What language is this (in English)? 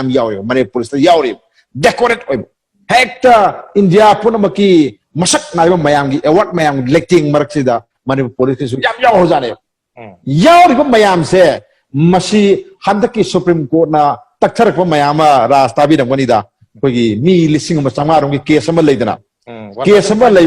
Manipuri